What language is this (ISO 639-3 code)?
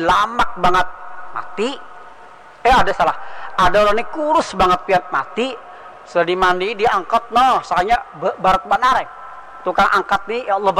bjn